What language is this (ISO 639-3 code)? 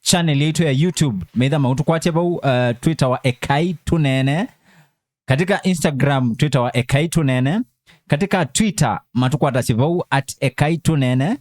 kam